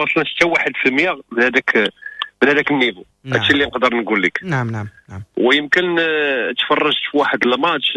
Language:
Moroccan Arabic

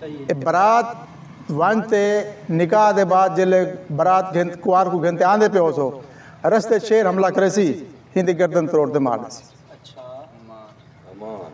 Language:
Saraiki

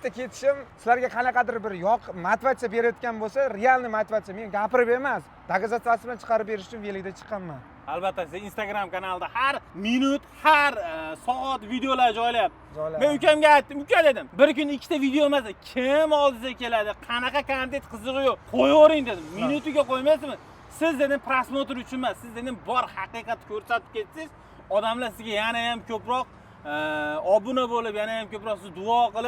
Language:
Uzbek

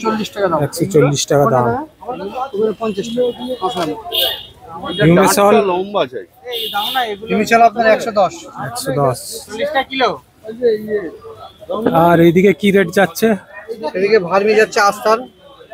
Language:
Bangla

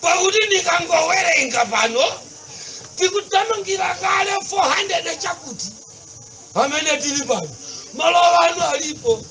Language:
Nyanja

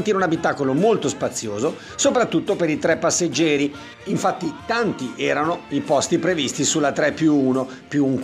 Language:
Italian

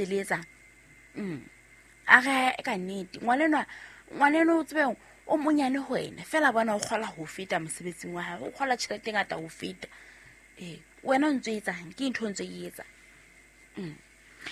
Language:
Southern Sotho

